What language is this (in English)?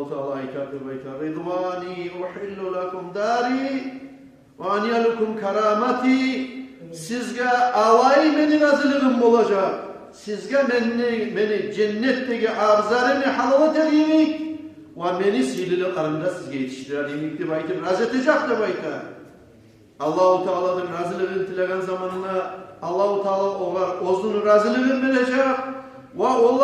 Kumyk